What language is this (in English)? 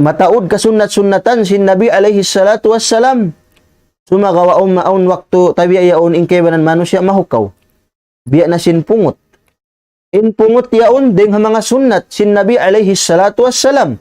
Tausug